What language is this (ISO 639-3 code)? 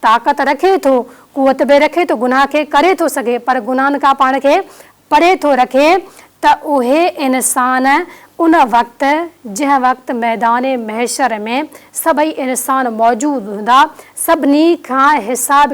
snd